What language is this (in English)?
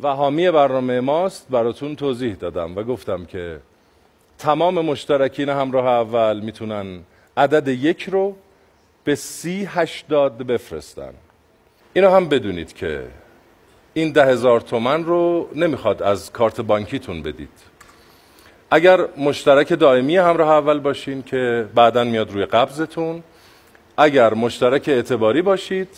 Persian